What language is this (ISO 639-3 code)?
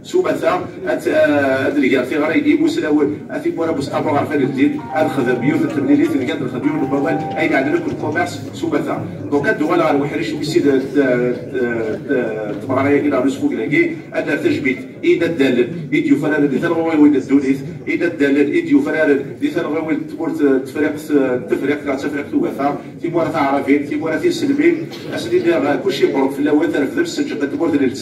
kab